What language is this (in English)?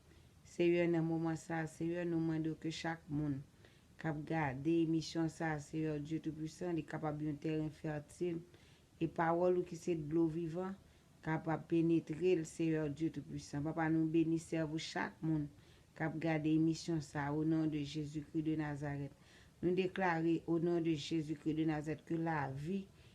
Haitian Creole